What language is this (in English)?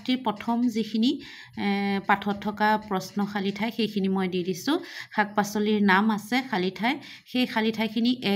Assamese